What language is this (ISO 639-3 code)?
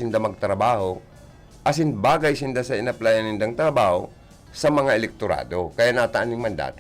bik